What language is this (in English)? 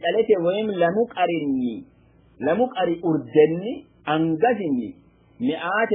Sidamo